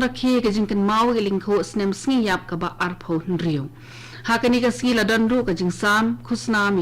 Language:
Khasi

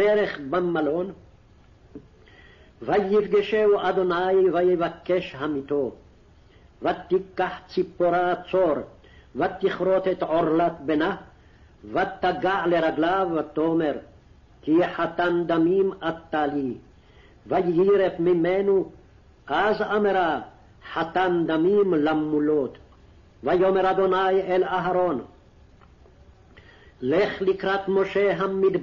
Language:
Hebrew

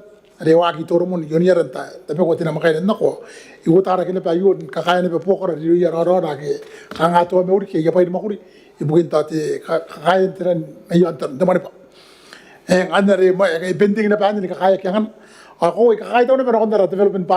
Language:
Gilbertese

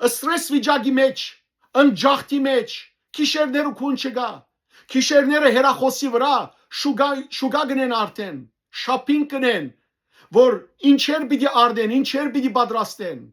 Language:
Western Armenian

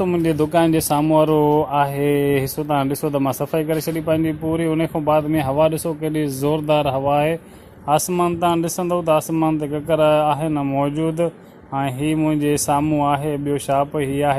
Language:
Sindhi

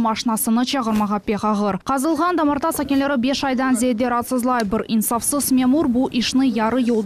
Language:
Crimean Tatar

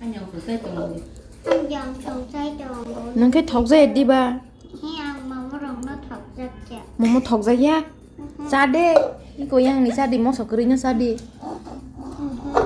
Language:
Kok Borok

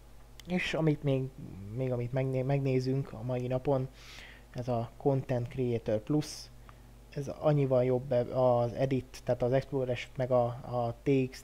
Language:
Hungarian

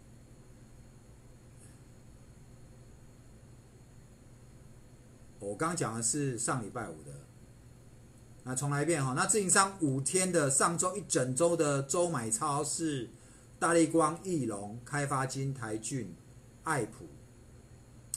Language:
Chinese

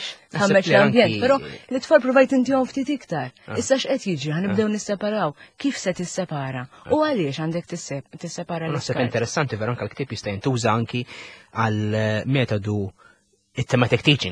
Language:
Maltese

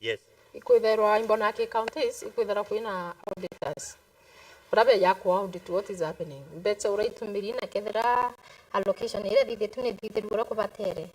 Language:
Meru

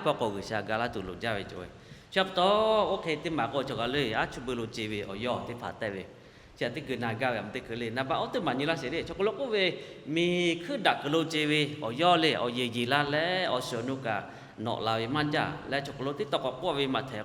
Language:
Lahu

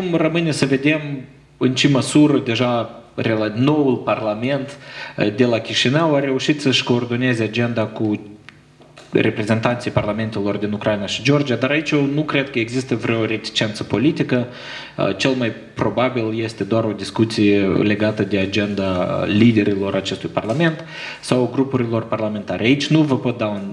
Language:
Romanian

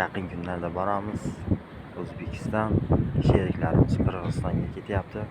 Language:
Uzbek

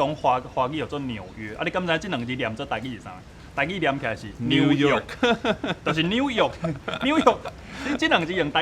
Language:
Min Nan Chinese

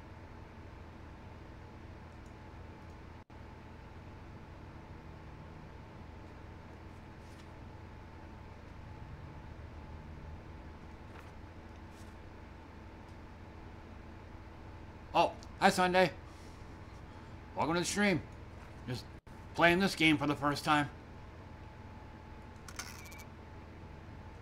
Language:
English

